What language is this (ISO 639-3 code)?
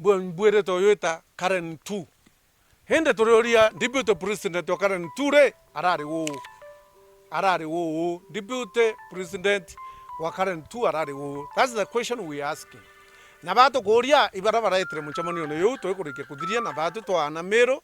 mer